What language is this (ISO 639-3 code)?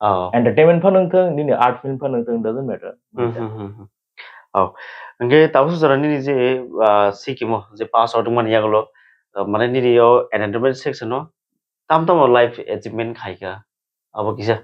trp